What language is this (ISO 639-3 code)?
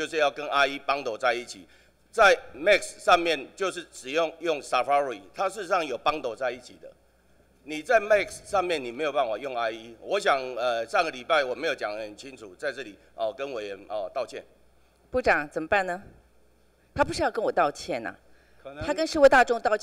zho